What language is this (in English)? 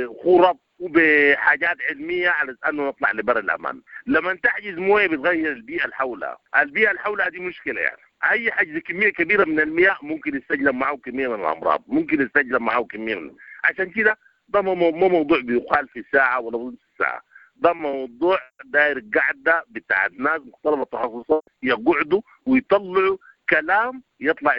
Sudanese Arabic